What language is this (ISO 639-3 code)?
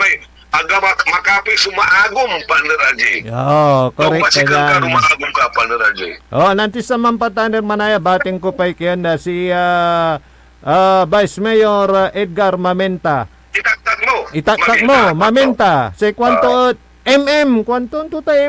pag